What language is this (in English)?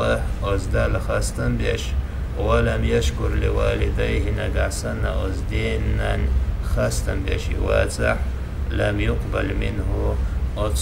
Chechen